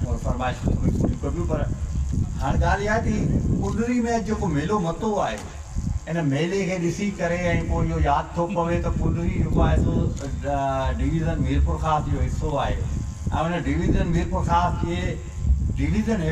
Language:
Sindhi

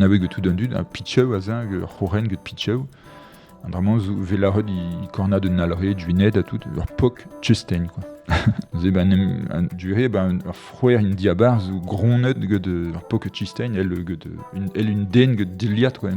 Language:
Breton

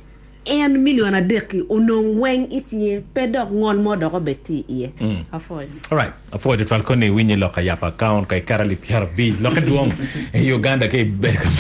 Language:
Acoli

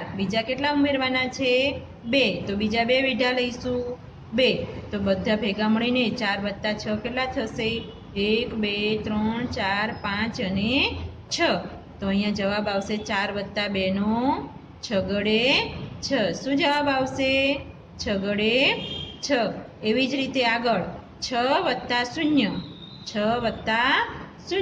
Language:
Gujarati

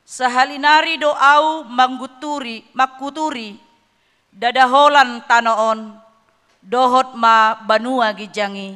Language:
Batak Toba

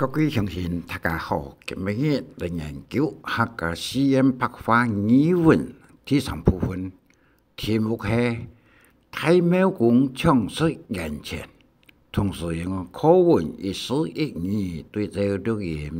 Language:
Hakka Chinese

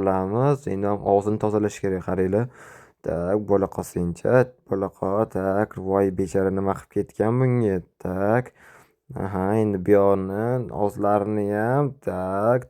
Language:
Uzbek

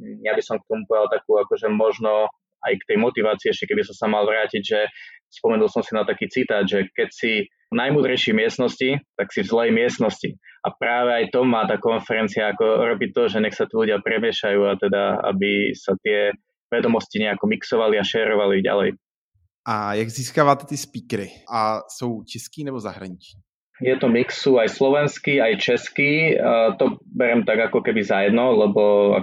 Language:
Slovak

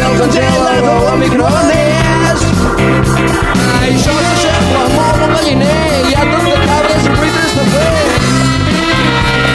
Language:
Catalan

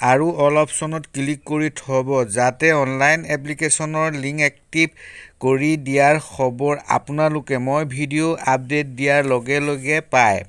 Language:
Assamese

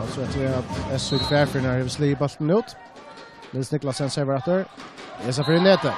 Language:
Faroese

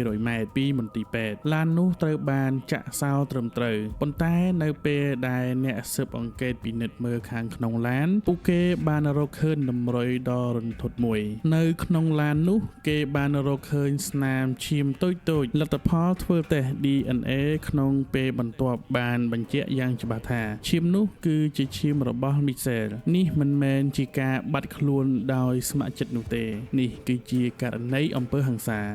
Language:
Khmer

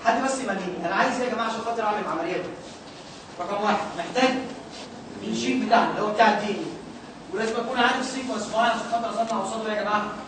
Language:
Egyptian Arabic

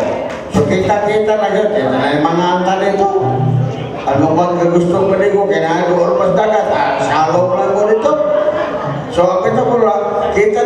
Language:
Cebuano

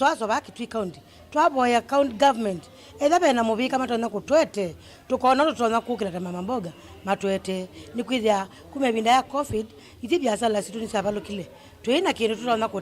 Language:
Kamba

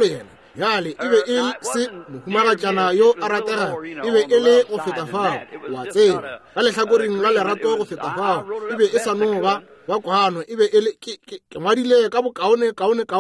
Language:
Northern Sotho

